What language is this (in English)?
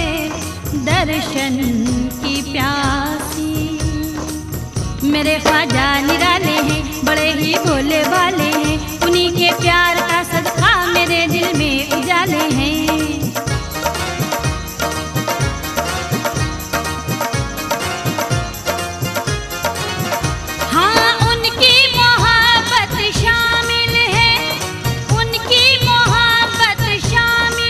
Bhojpuri